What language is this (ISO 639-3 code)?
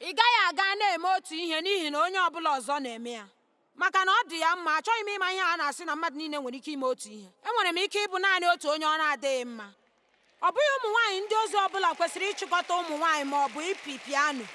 ibo